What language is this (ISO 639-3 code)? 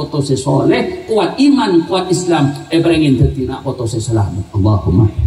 mad